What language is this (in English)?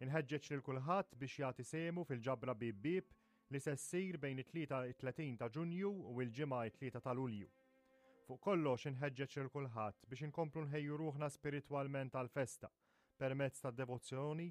Maltese